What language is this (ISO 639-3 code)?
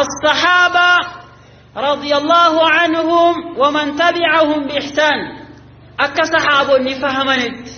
orm